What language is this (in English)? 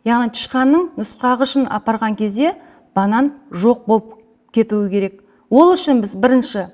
Kazakh